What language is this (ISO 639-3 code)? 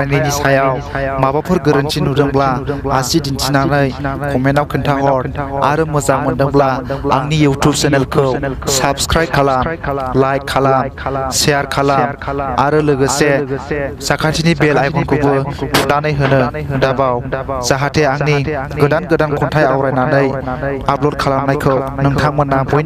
brx